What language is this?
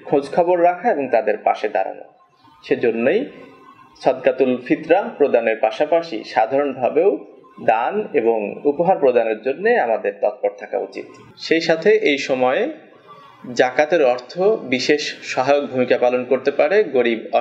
Bangla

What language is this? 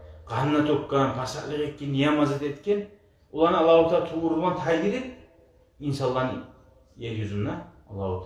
Kumyk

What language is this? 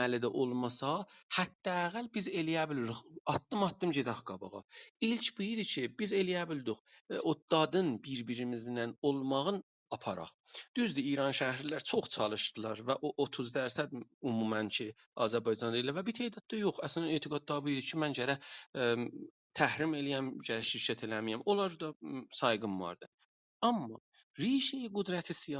South Azerbaijani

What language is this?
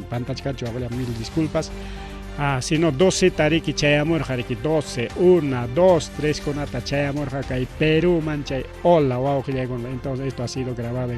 Ayacucho Quechua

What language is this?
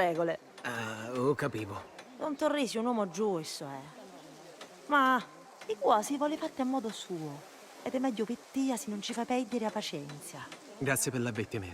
Sicilian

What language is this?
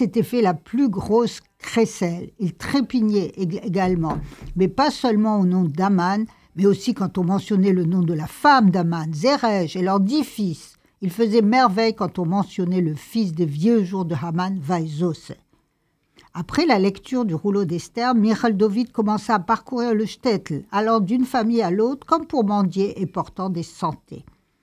French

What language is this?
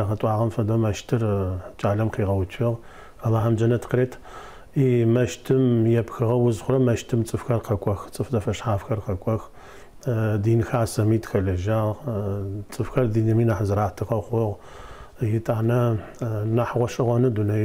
Adyghe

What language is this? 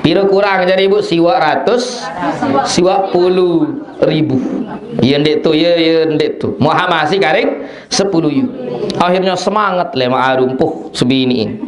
Sasak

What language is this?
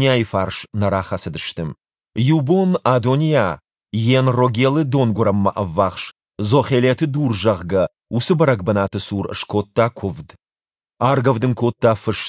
Ossetic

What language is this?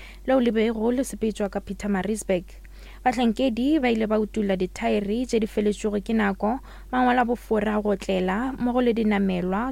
Northern Sotho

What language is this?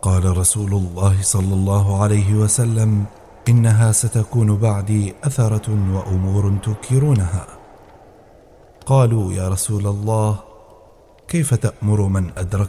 Arabic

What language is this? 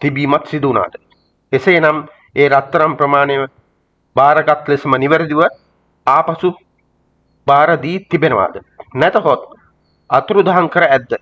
Sinhala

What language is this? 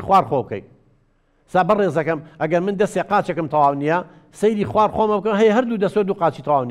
Central Kurdish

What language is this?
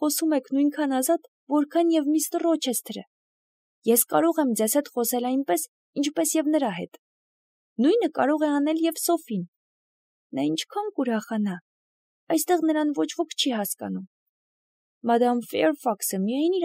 Armenian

